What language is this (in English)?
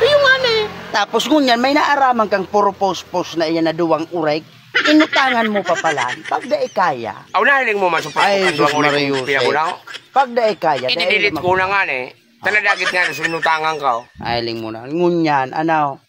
Bikol